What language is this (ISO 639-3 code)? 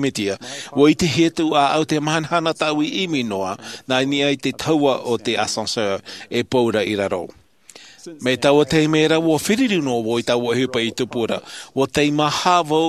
tah